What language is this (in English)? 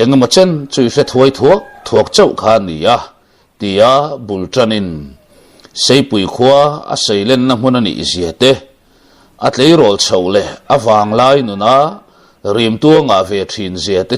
Mizo